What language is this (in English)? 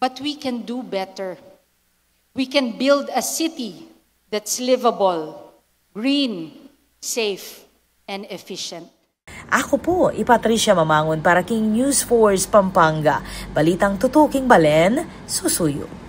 Pampanga